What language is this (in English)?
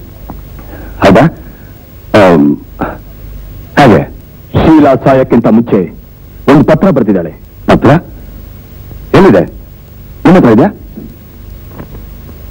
Kannada